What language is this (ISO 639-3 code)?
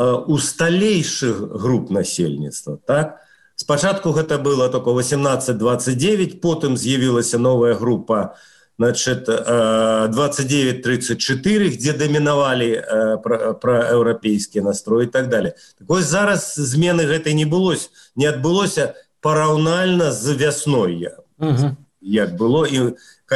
bel